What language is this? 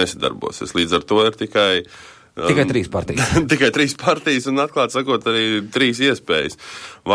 Latvian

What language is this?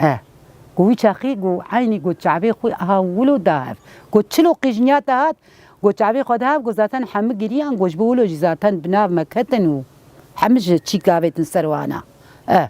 Kurdish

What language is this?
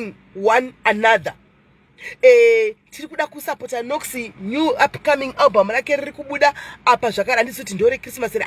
Shona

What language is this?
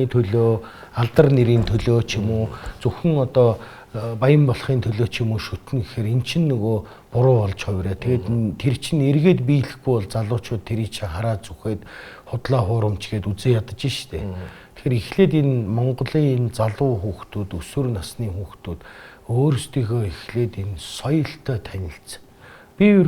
Mongolian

